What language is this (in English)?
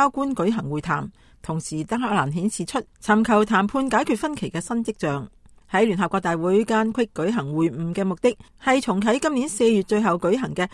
Cantonese